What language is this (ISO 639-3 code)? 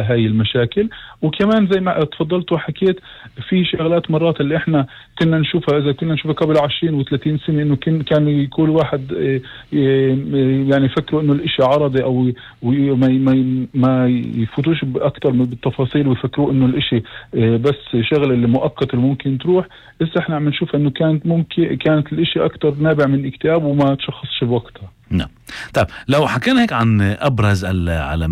apc